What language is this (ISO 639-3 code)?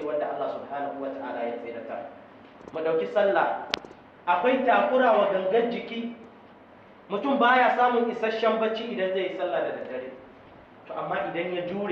hau